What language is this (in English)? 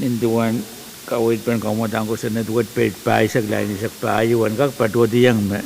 Pohnpeian